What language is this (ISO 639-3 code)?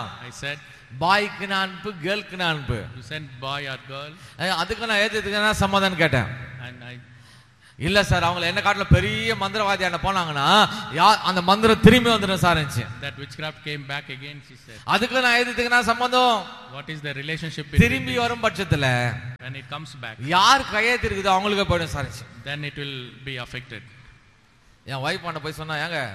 tam